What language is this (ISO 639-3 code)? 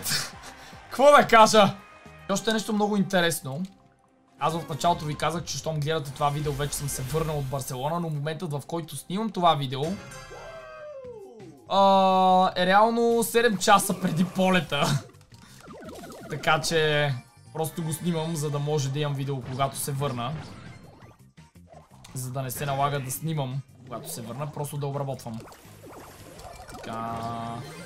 bul